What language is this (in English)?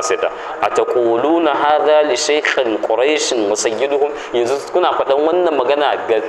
Hausa